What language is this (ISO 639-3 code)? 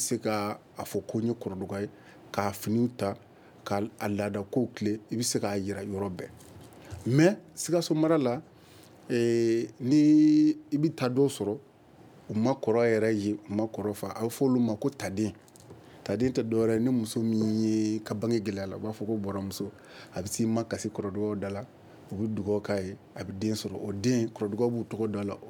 bam